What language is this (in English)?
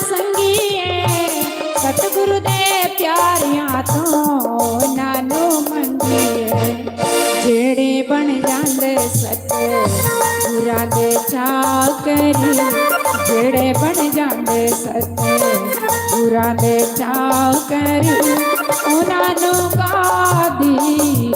Dogri